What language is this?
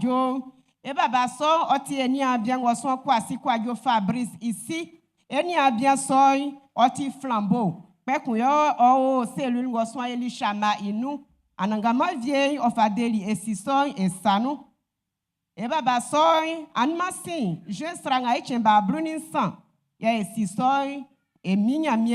Baoulé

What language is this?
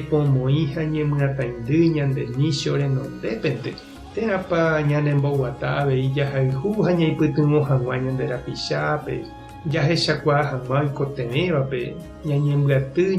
Guarani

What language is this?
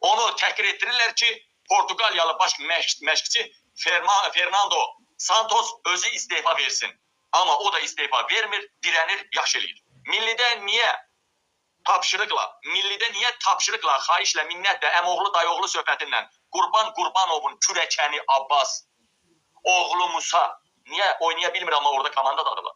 Azerbaijani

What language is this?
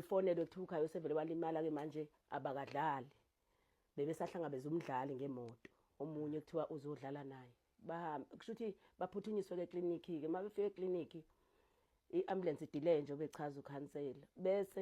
Zulu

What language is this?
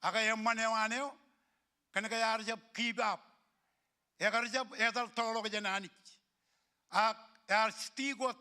Marshallese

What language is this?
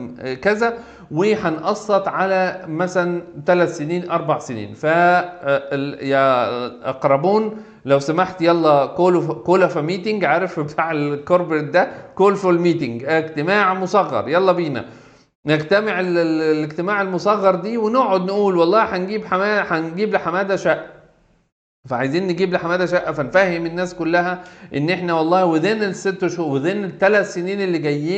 Egyptian Arabic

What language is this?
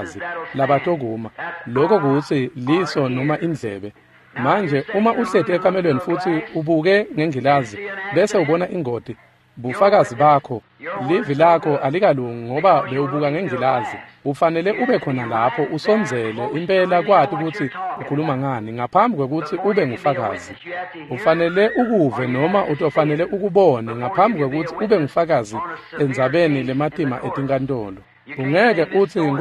Swati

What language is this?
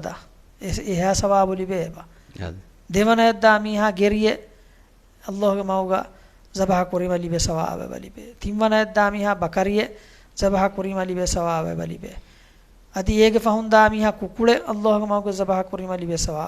Divehi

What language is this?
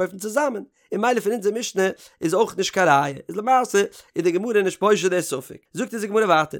Yiddish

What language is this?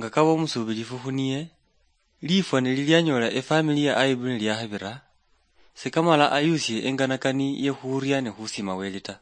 Luyia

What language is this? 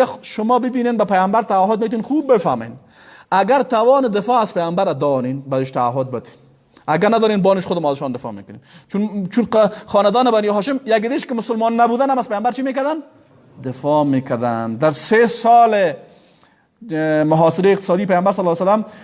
Persian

